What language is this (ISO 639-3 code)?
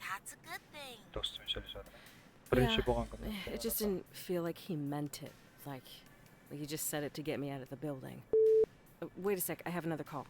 kaa